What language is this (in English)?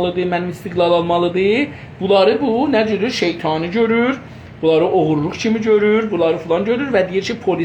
South Azerbaijani